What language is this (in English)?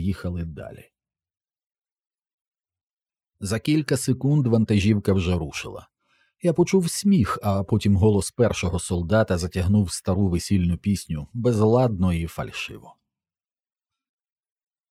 Ukrainian